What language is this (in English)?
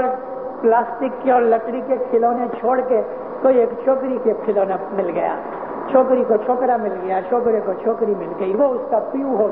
Urdu